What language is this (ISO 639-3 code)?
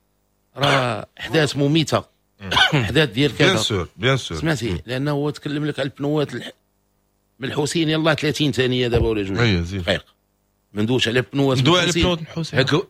ary